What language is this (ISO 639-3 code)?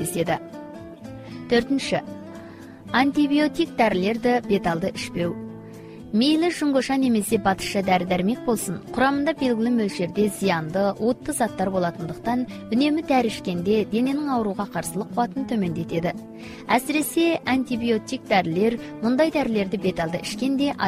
kaz